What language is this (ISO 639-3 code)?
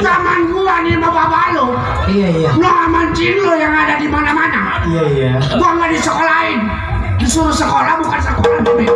bew